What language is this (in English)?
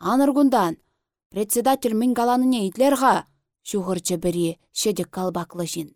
Chuvash